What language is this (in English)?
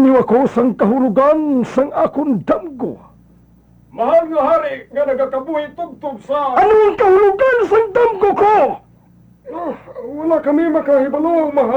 Hiligaynon